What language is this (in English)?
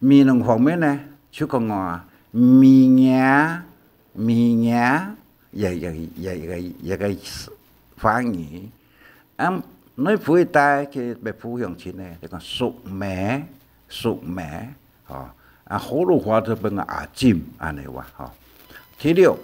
Hakka Chinese